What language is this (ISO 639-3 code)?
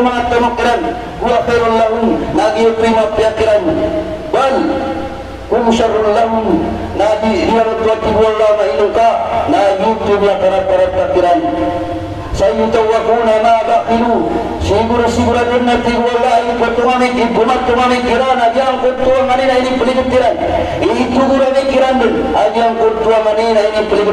mrw